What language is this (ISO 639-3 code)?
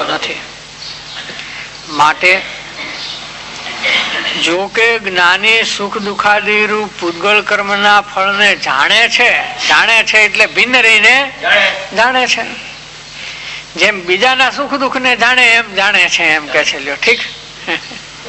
guj